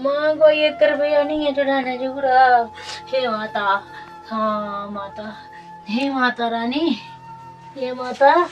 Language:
Dogri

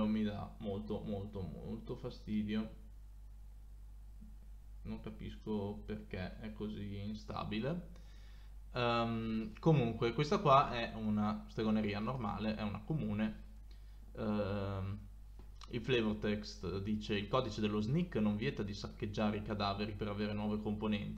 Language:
Italian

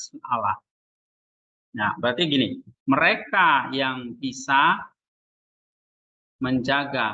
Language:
Indonesian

